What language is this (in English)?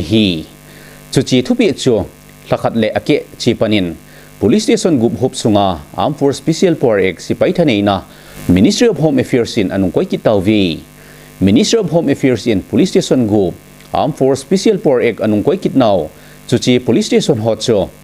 Thado Chin